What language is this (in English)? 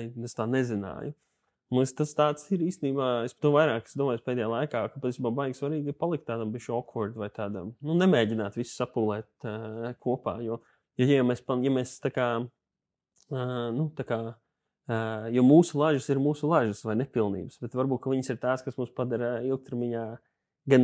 Latvian